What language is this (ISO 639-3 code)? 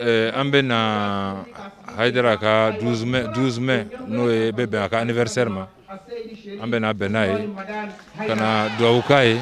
bam